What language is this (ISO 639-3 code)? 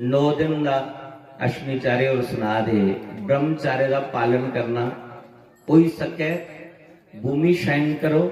doi